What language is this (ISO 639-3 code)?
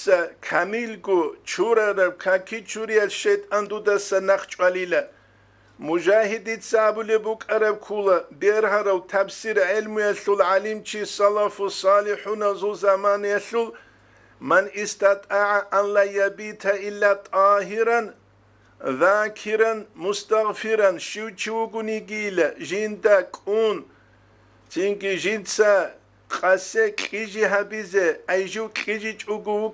ava